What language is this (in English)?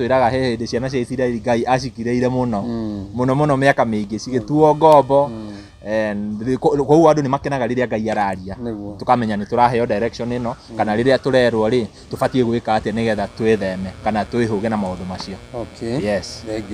Kikuyu